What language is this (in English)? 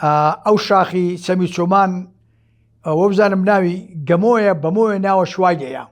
Central Kurdish